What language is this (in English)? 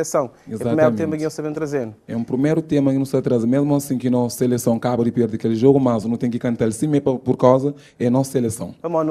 Kabuverdianu